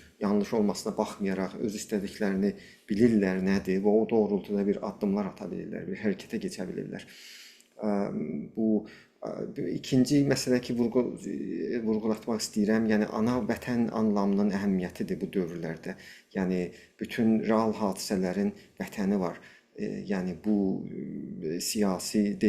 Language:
South Azerbaijani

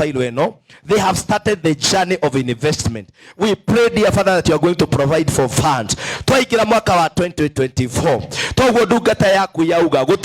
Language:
Kikuyu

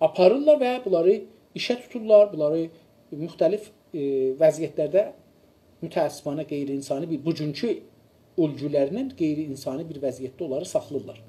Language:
South Azerbaijani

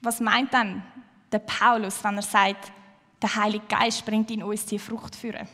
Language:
Swiss German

